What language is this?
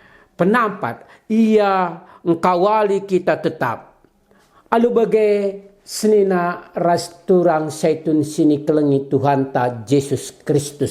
Batak Karo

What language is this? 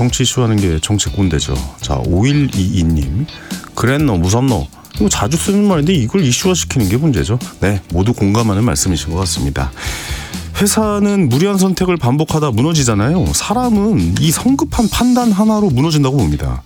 Korean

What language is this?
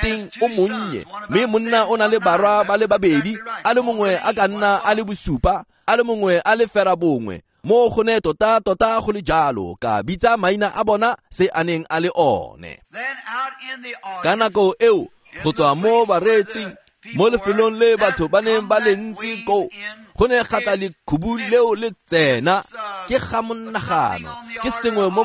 Tswana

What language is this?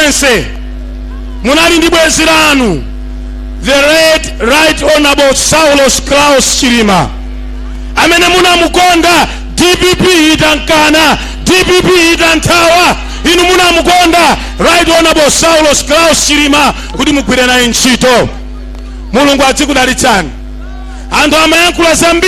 Nyanja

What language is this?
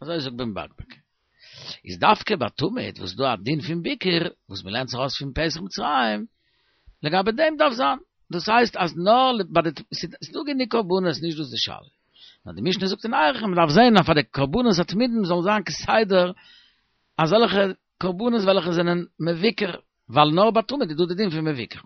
Yiddish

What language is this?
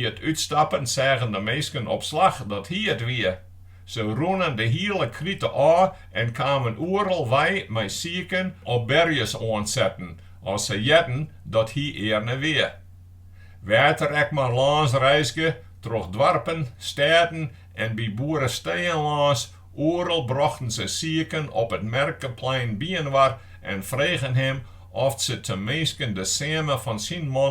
Western Frisian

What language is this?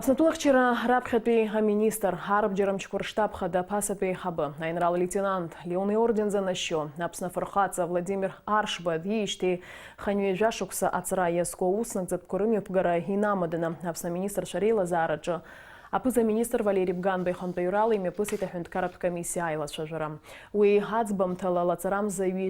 Abkhazian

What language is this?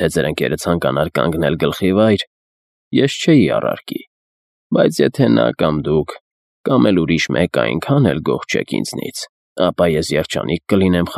Armenian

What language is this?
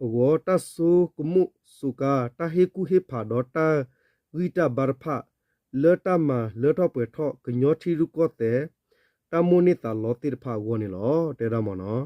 S'gaw Karen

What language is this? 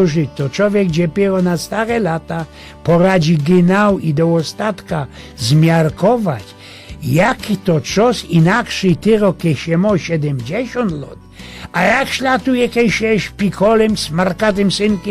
Silesian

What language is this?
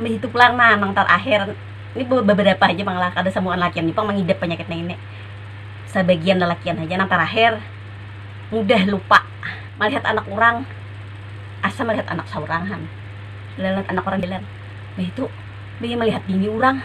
Banjar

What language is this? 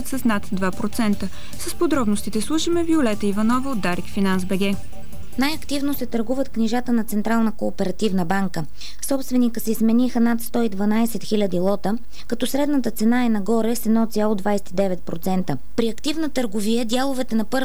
Bulgarian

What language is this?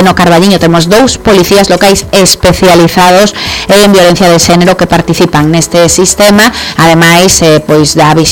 Galician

